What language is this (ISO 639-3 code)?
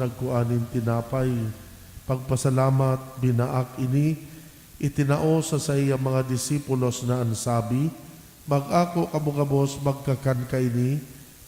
bik